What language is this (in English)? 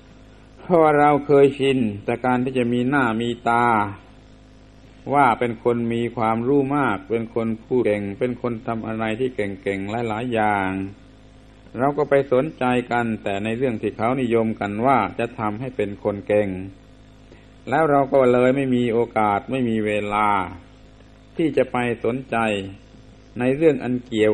Thai